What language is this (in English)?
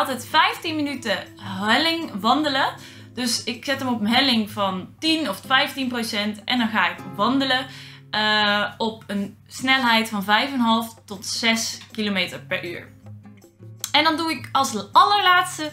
Dutch